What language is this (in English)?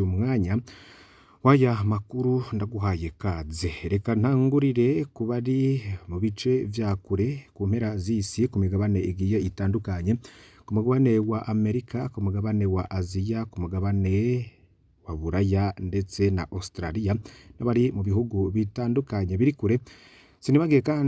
Rundi